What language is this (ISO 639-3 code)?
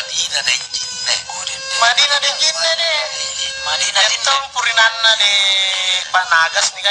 mak